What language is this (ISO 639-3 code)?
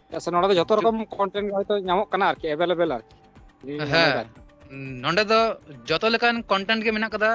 sat